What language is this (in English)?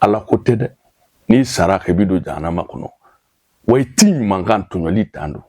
Bambara